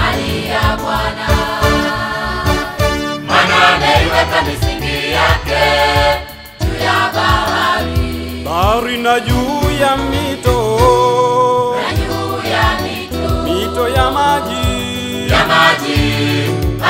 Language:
Swahili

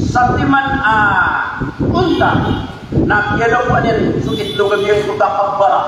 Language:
Maranao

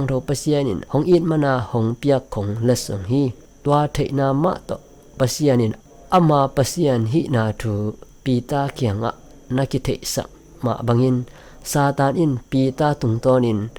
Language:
Tedim Chin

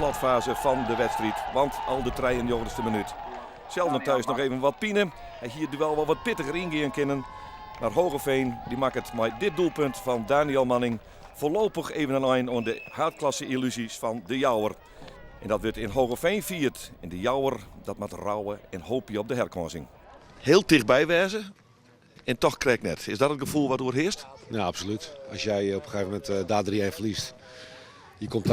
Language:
Western Frisian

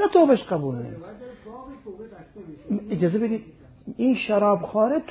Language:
Persian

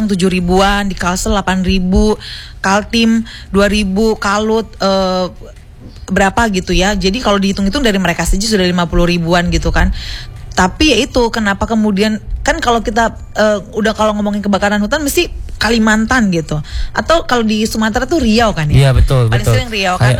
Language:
Indonesian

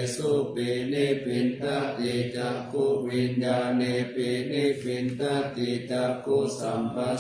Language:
Pali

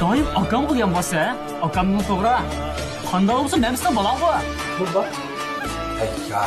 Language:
Uyghur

